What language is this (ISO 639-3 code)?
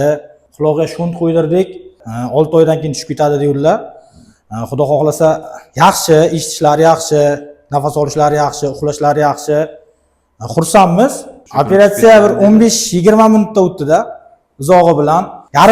uzb